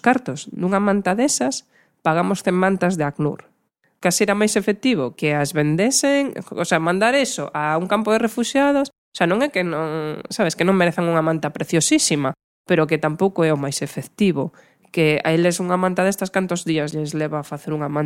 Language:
Galician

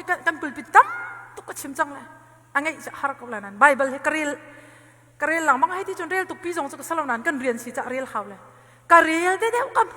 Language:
Hakha Chin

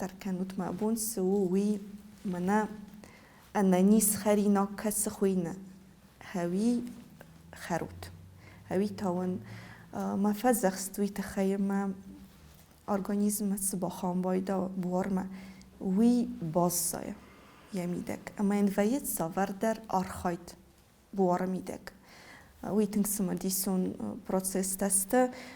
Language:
Ossetic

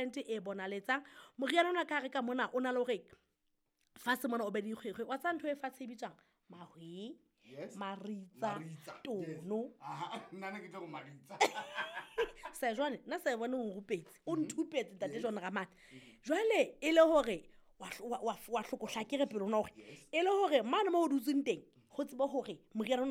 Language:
Southern Sotho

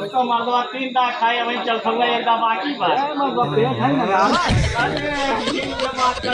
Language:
Awadhi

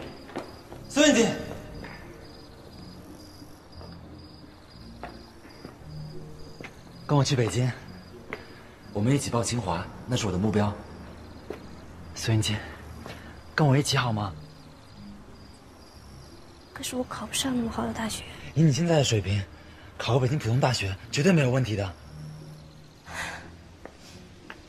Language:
Chinese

